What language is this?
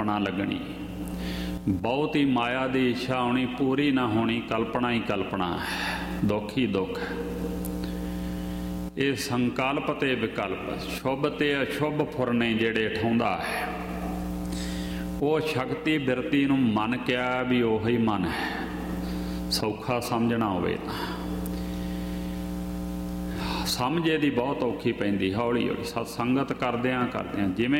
Punjabi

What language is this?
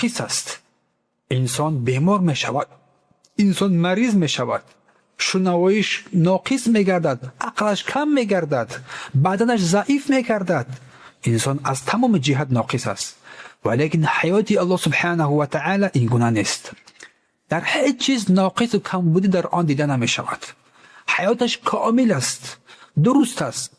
Tajik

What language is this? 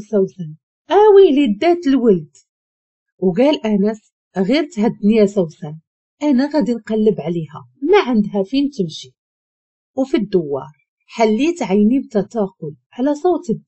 Moroccan Arabic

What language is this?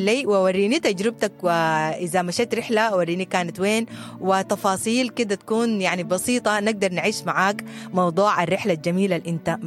Sudanese Arabic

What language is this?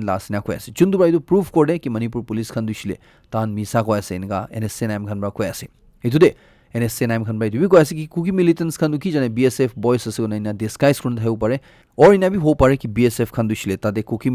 Naga Pidgin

